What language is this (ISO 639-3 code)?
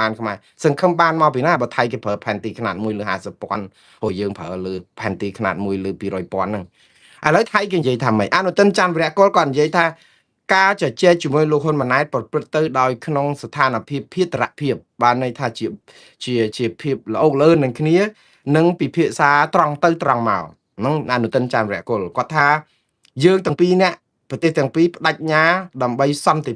khm